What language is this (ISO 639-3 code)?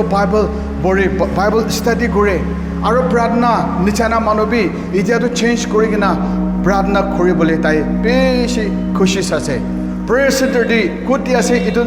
nag